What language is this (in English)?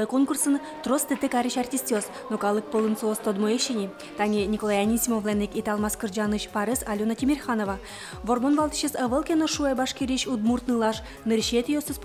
Udmurt